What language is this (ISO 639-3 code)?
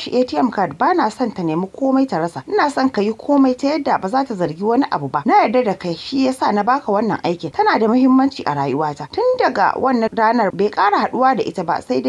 hau